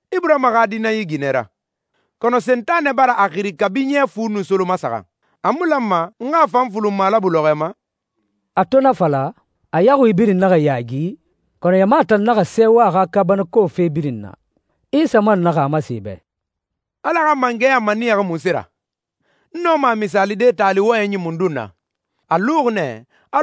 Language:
Susu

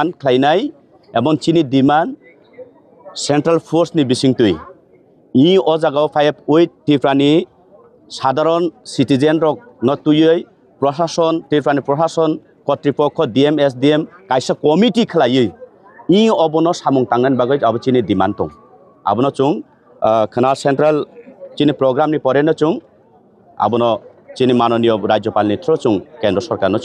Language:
Kok Borok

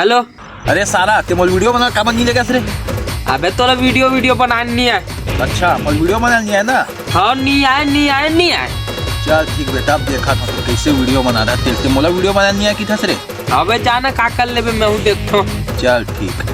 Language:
Chhattisgarhi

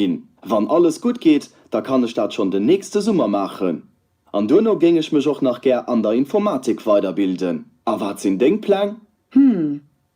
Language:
Luxembourgish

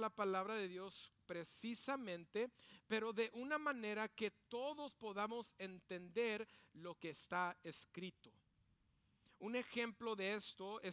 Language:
Spanish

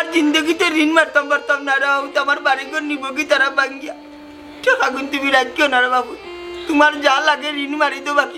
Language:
Sylheti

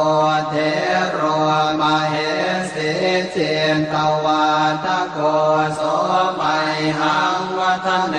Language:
Pali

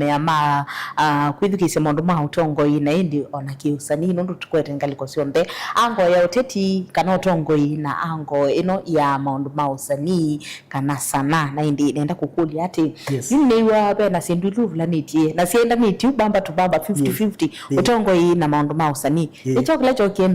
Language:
Kamba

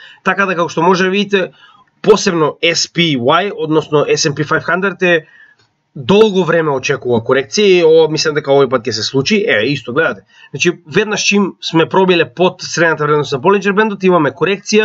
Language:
Macedonian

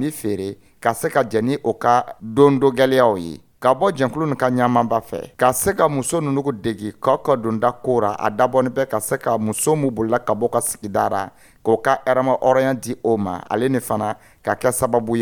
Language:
Dyula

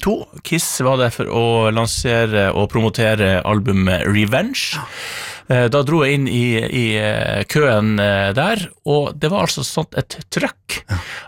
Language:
Norwegian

